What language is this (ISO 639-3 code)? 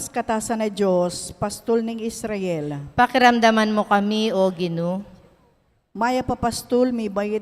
pam